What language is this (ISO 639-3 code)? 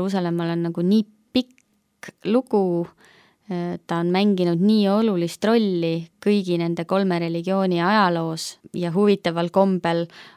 est